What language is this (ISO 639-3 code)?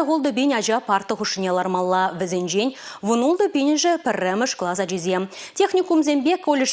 chv